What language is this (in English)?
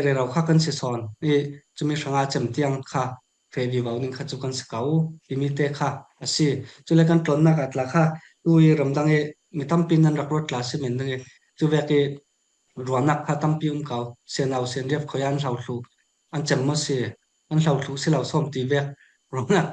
Falam Chin